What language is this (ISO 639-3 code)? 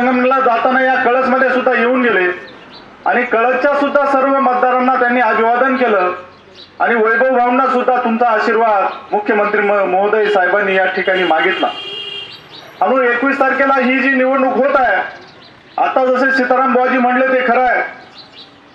mar